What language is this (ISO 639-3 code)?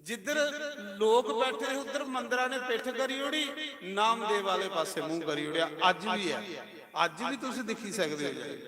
doi